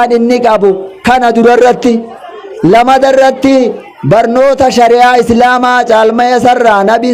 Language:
Oromo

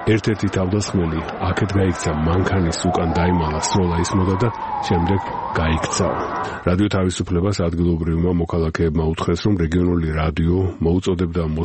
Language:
Georgian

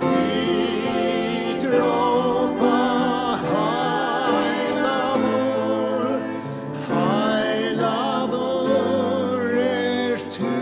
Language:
Faroese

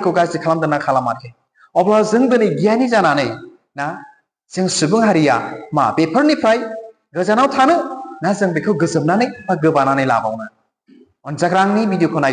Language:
Bodo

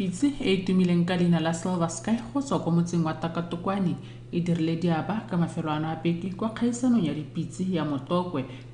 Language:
Tswana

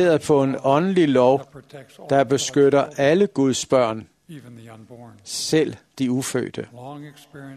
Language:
Danish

